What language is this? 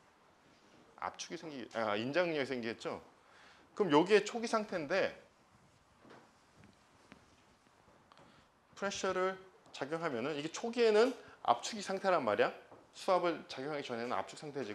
Korean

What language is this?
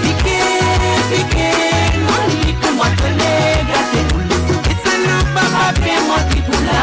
Morisyen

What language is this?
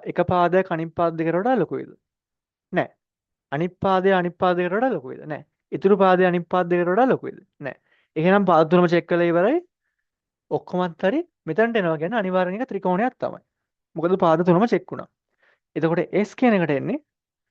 Sinhala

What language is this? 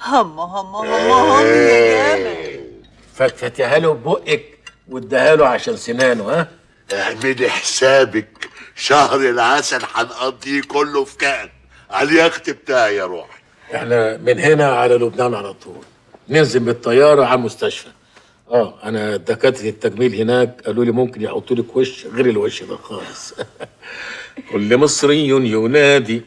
Egyptian Arabic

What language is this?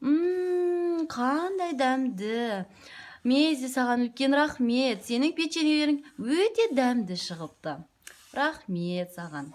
Kazakh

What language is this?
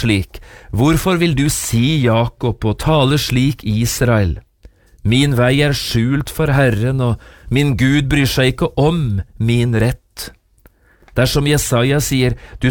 Norwegian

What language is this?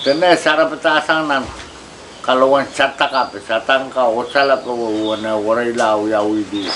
Pohnpeian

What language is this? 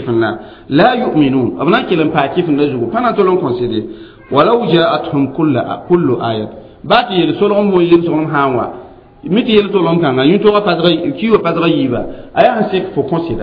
Mossi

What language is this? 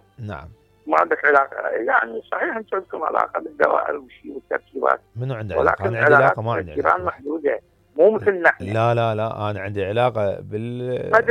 Mesopotamian Arabic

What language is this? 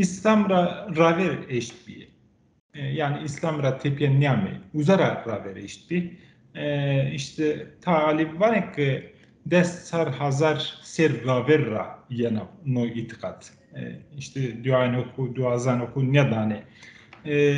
Zaza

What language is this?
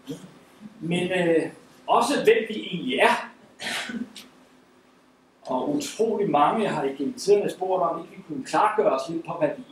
Danish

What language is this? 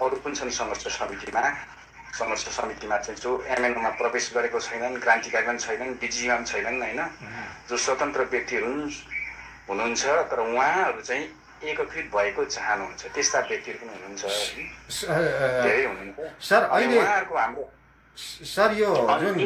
Nepali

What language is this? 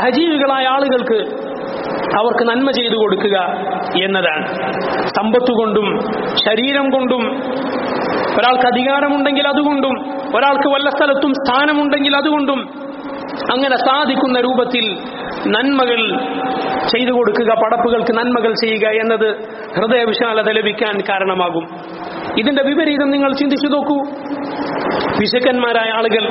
Malayalam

